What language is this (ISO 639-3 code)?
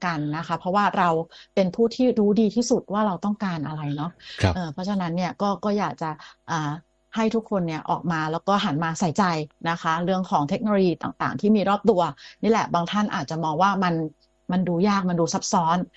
tha